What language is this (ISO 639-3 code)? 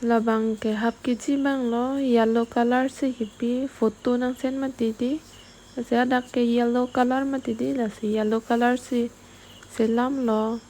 mjw